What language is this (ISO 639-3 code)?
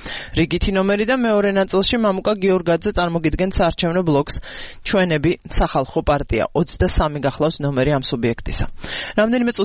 kat